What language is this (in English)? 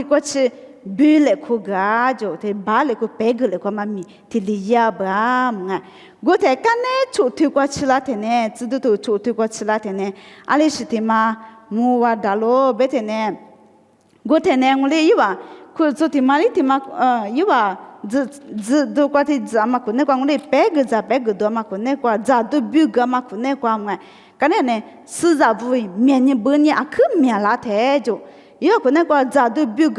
Lisu